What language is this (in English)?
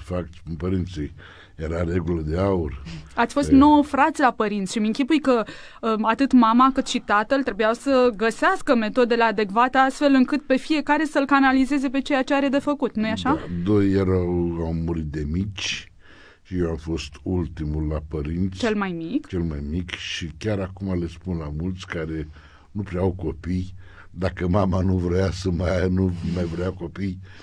Romanian